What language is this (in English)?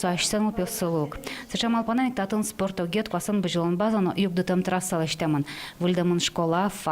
Udmurt